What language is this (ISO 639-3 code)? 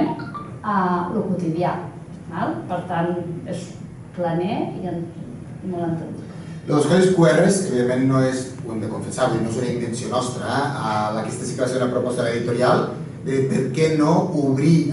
cat